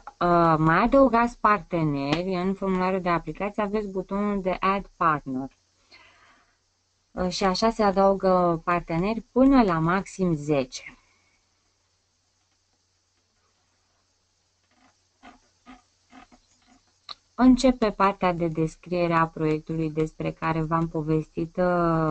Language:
Romanian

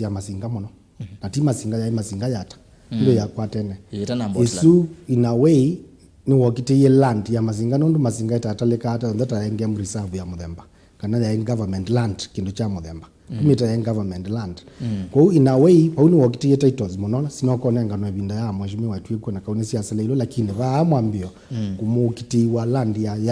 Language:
Kamba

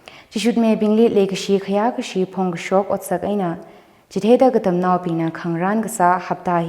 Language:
Tangkhul Naga (India)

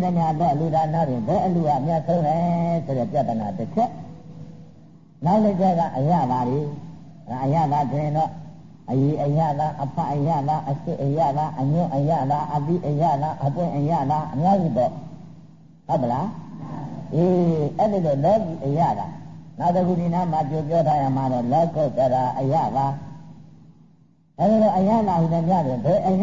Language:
Burmese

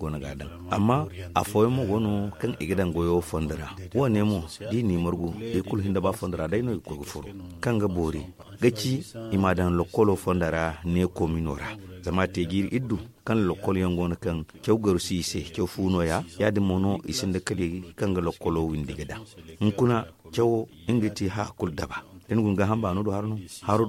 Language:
Zarma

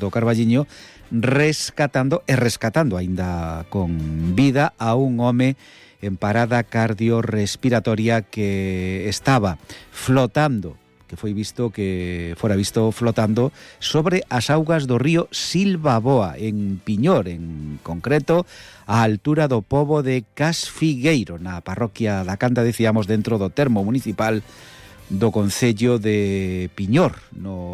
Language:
Galician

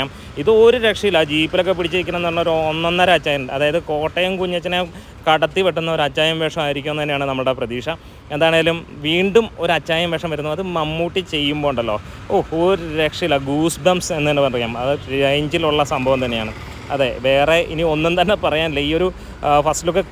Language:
Malayalam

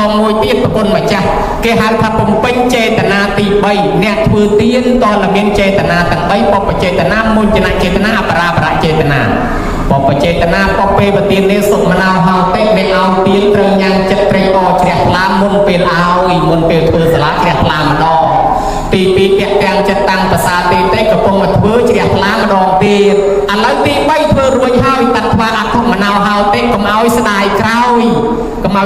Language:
Khmer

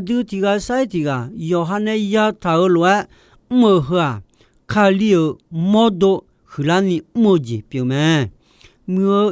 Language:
Akha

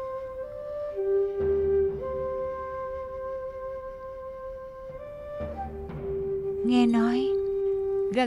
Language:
Vietnamese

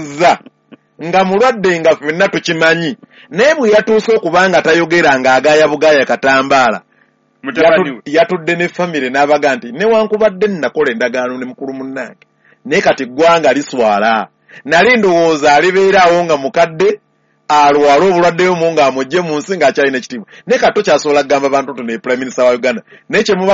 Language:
Ganda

